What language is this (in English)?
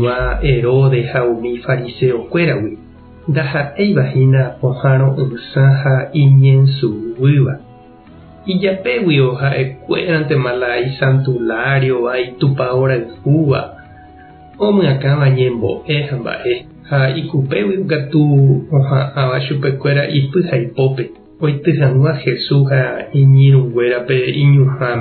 Guarani